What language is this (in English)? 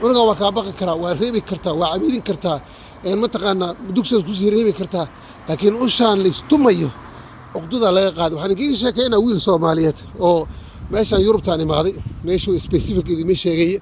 Somali